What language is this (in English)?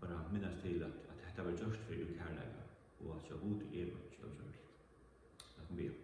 Faroese